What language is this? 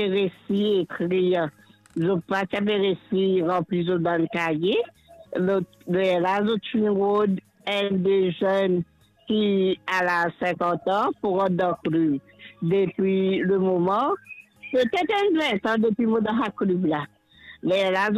Morisyen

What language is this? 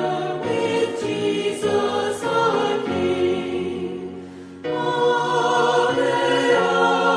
Pampanga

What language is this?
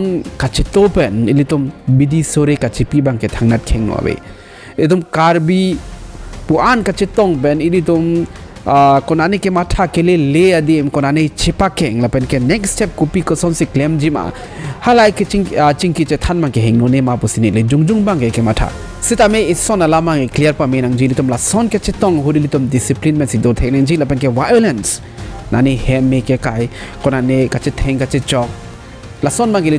Karbi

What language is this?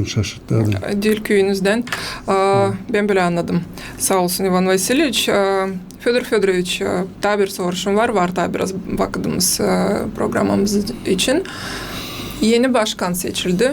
Gagauz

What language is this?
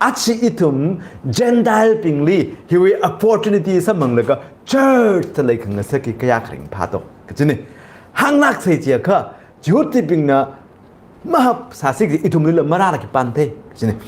Tangkhul Naga (India)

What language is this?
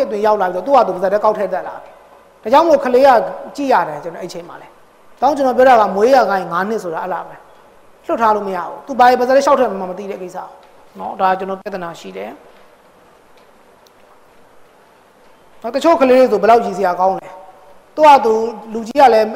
Burmese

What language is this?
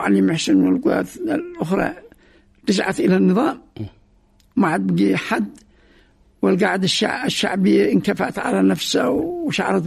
Arabic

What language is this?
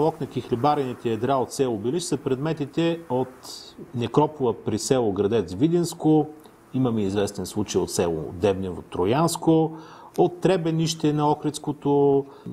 Bulgarian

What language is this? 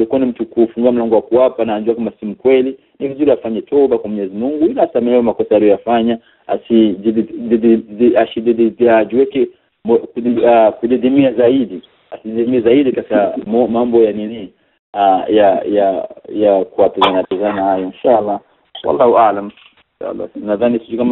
Swahili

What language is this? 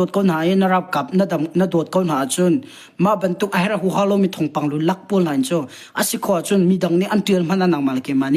Hakha Chin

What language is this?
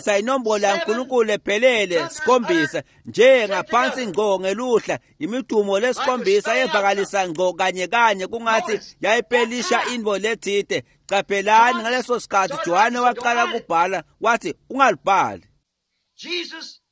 Swati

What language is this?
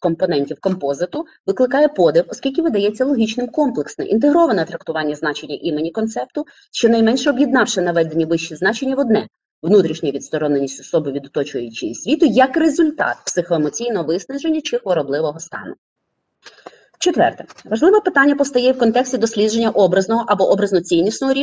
Ukrainian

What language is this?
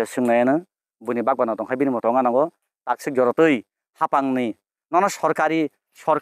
Kok Borok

